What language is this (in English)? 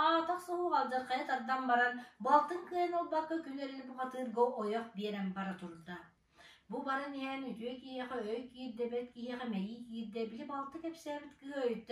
Yakut